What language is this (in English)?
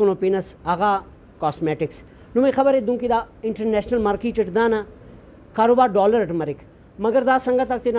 Brahui